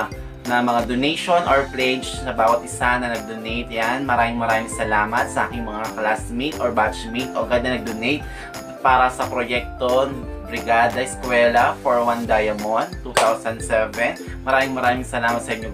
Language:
Filipino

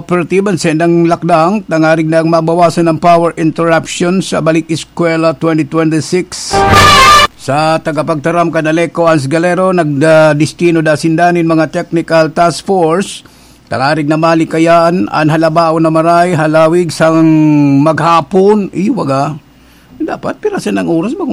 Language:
Bikol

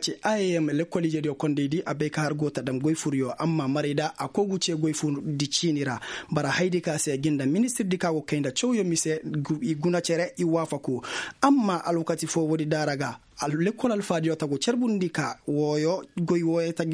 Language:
Koyraboro Senni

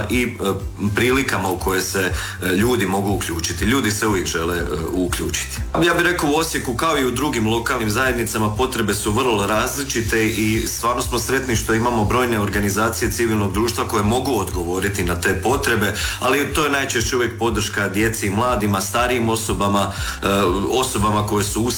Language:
Croatian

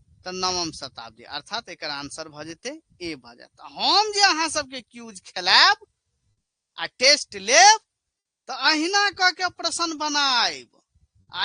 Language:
Maithili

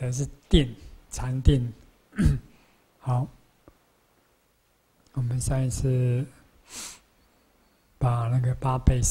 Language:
Chinese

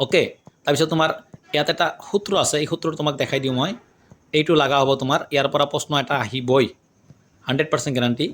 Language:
Assamese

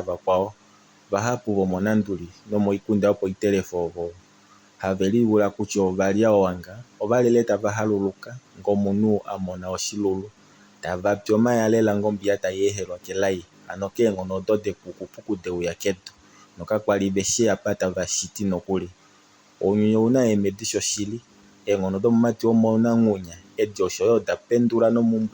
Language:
Kuanyama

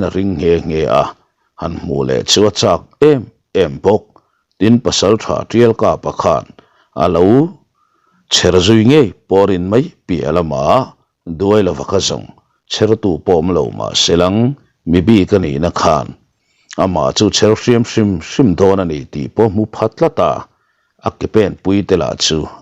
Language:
Mizo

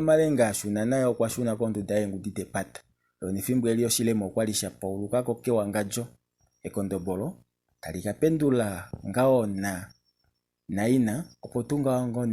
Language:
Kuanyama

